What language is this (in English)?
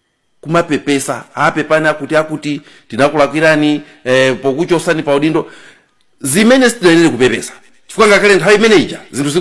Nyanja